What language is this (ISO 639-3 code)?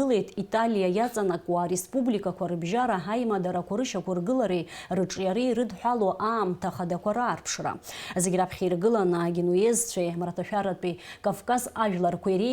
abk